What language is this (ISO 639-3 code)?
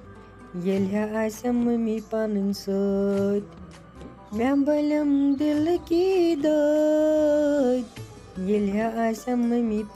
kas